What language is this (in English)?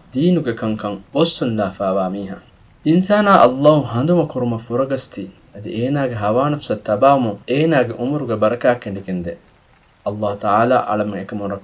Divehi